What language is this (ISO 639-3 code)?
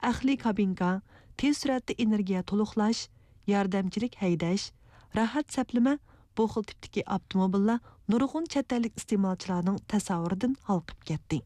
uig